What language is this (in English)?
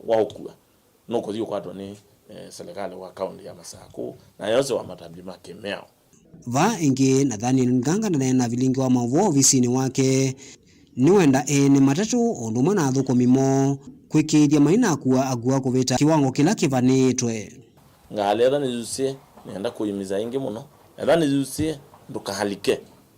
Kamba